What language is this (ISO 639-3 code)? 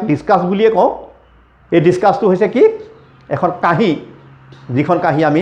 asm